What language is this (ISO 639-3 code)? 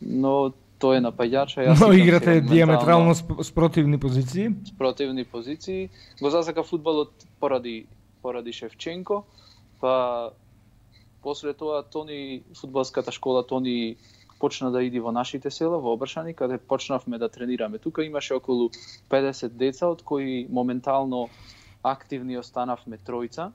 mkd